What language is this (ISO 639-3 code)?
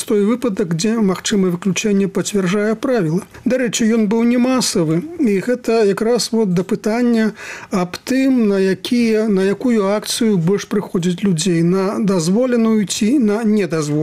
bel